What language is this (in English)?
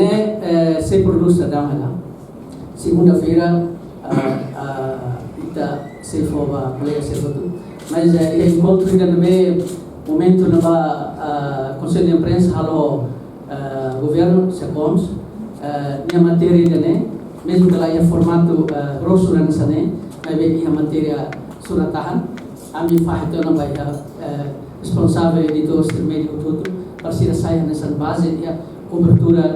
Tetum